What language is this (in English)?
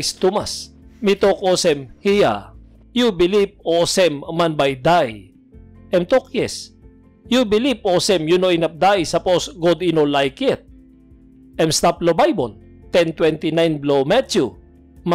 Tok Pisin